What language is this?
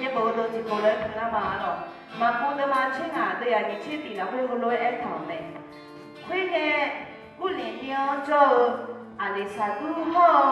Akha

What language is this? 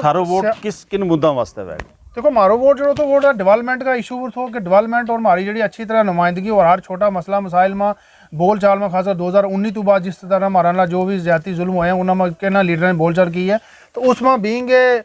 Gujari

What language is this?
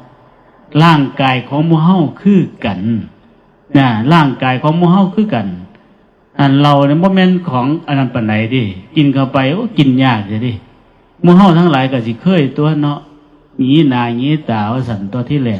Northeastern Thai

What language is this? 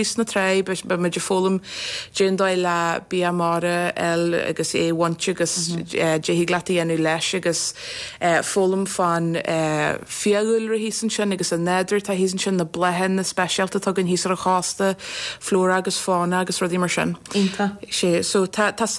Irish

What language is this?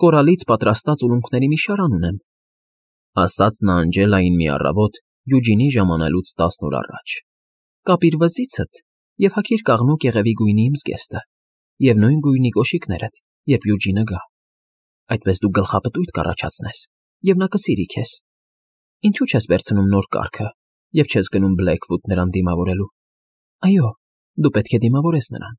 Armenian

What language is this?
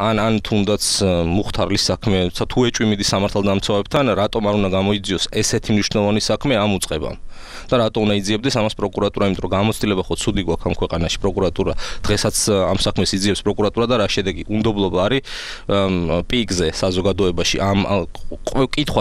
Georgian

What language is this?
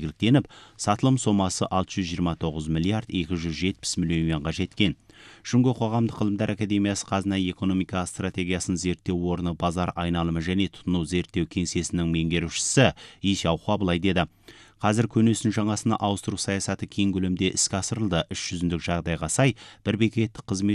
Kazakh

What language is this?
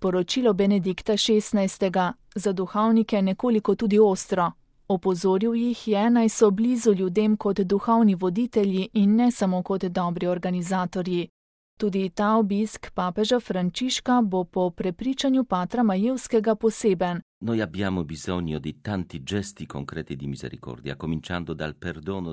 Slovenian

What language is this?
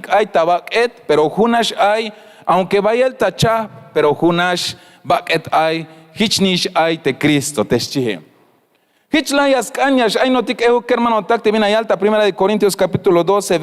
Tzeltal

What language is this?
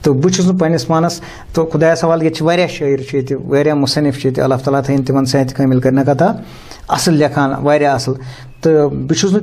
Kashmiri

